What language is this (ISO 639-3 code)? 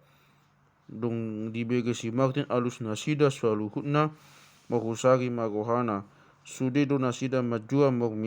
bbc